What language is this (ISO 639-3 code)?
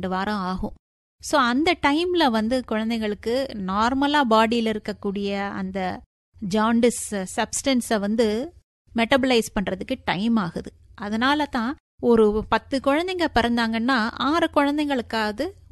tam